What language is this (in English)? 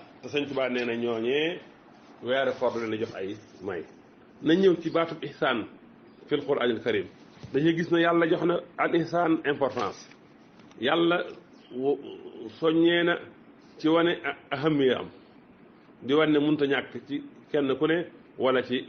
Wolof